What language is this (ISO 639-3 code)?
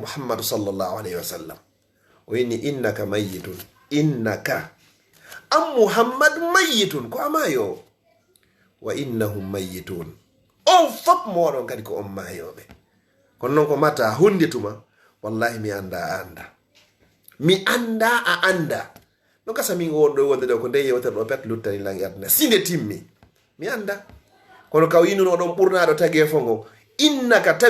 ful